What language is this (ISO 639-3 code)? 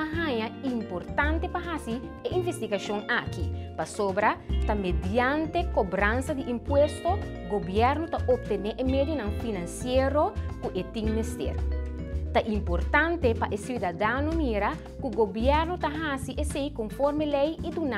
pap